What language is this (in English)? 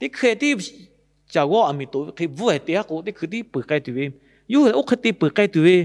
Lahu